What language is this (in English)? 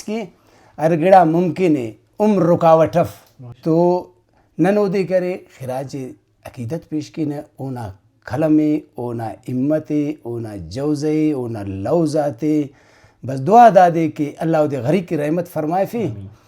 Brahui